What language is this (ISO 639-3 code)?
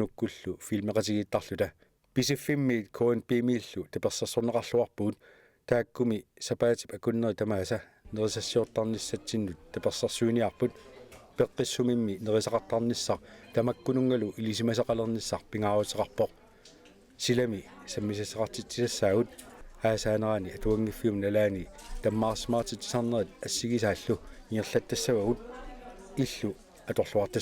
kal